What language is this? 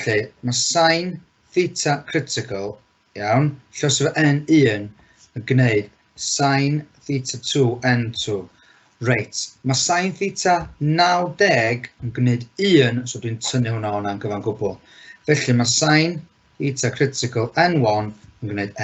Welsh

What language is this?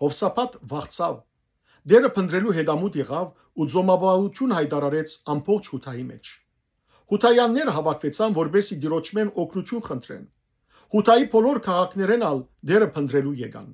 Western Armenian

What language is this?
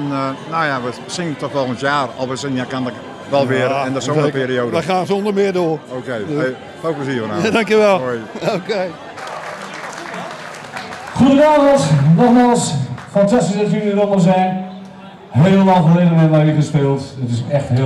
Dutch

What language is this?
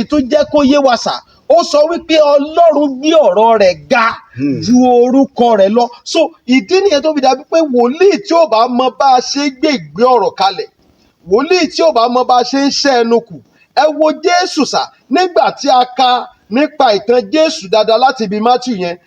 Yoruba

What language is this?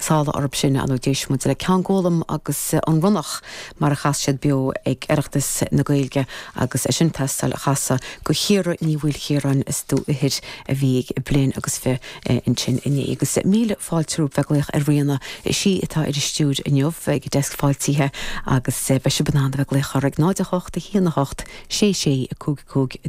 Irish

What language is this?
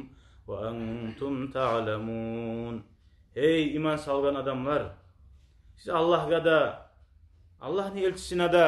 Kumyk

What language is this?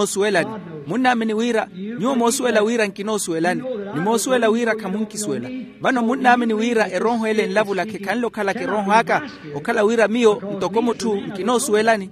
Makhuwa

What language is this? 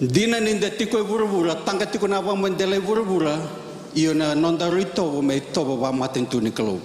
Fijian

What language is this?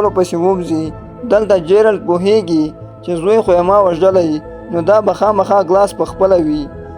Pashto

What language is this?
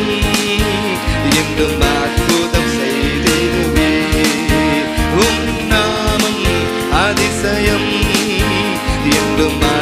Tamil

